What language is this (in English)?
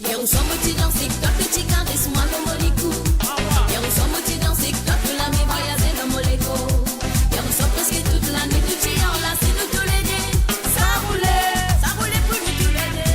Morisyen